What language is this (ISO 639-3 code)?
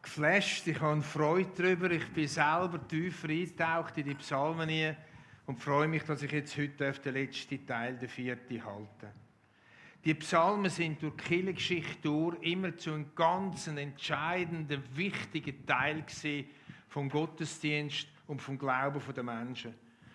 gsw